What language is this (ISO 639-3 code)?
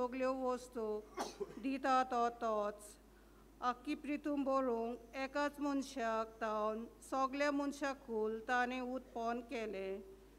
kok